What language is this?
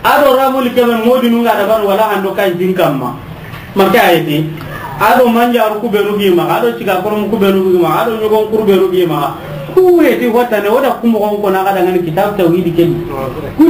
Soninke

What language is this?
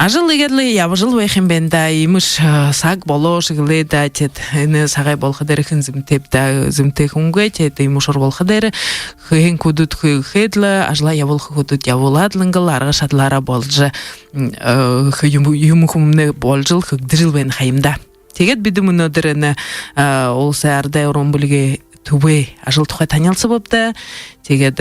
Buriat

